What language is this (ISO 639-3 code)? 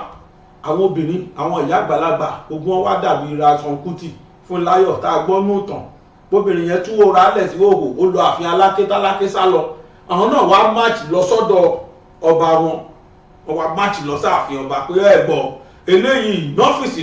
yor